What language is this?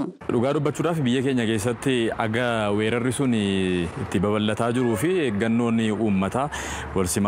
Oromo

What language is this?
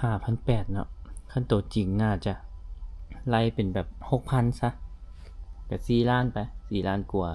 Lao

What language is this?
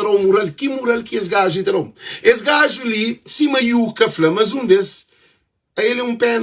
Kabuverdianu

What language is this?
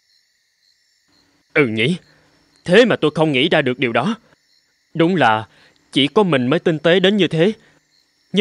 Vietnamese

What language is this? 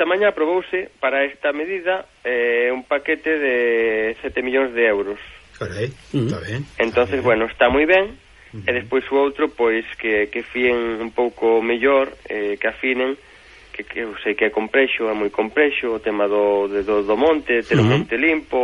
Galician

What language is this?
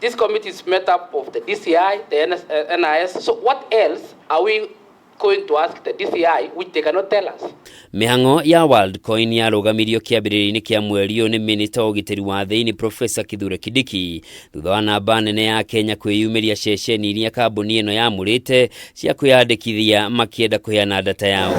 Kikuyu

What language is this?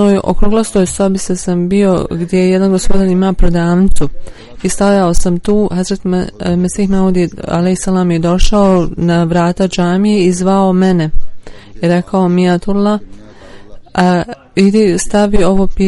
Bosnian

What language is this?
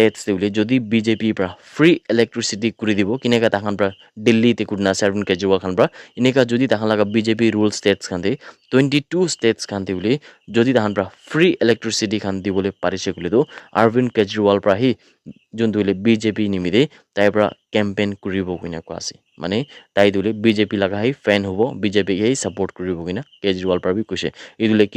Naga Pidgin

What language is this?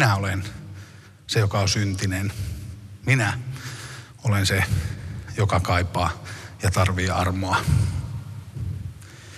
Finnish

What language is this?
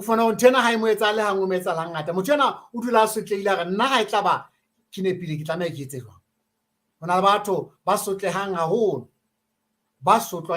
Southern Sotho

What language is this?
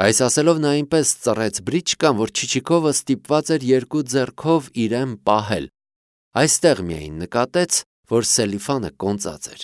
Armenian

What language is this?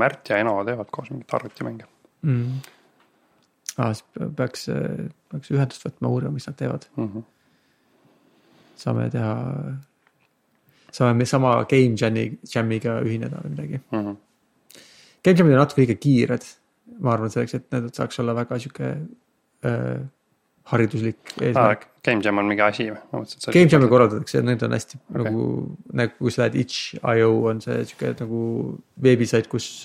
Estonian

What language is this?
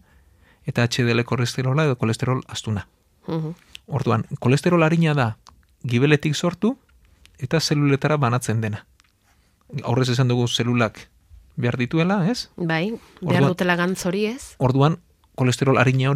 Basque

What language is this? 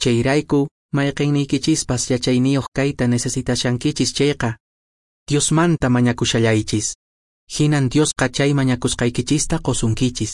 Quechua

